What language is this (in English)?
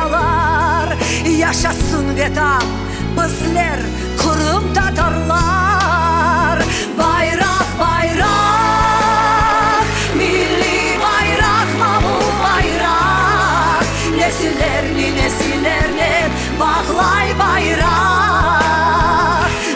Crimean Tatar